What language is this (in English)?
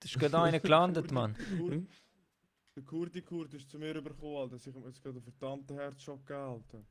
Swiss German